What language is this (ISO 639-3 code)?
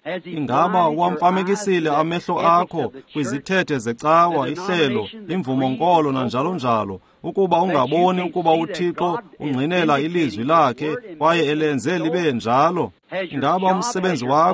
xho